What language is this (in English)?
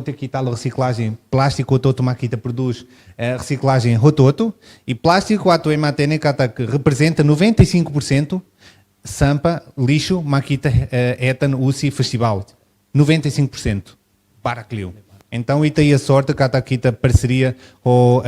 Tetum